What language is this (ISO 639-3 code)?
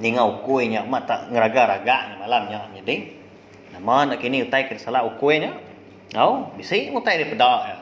iba